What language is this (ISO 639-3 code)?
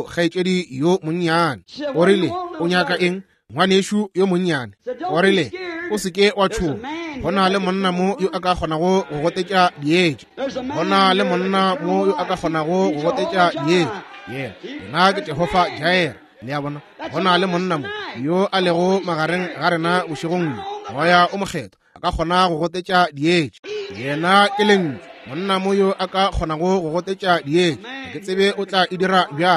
nso